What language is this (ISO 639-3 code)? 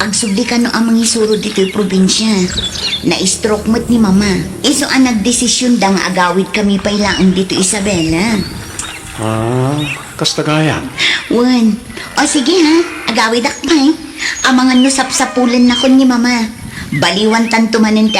ilo